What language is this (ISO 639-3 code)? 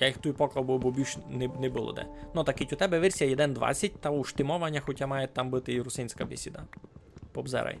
rue